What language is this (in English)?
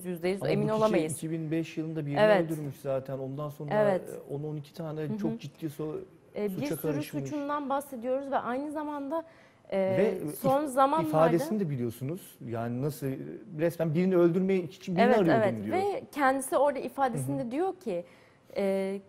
Turkish